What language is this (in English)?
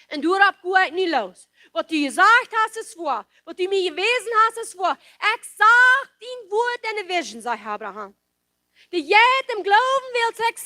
Plautdietsch